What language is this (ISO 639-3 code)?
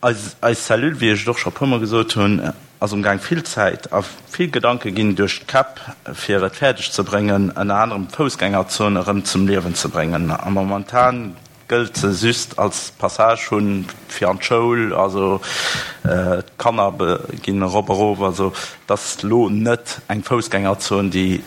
ltz